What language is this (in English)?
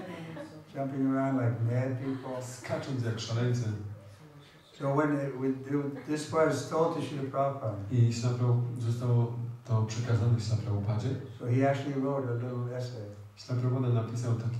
Polish